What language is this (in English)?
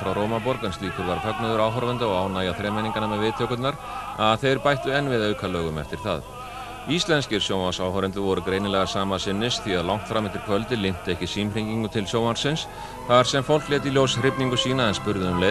Icelandic